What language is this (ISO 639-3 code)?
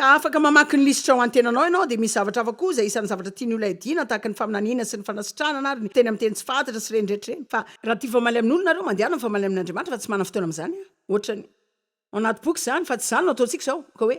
mlg